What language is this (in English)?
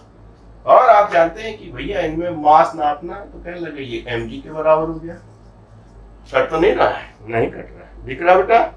Hindi